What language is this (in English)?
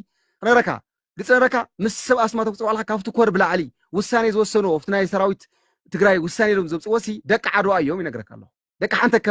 Tigrinya